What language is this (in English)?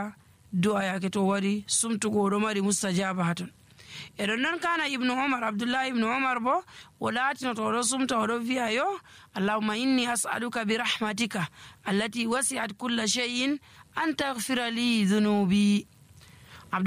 Nigerian Fulfulde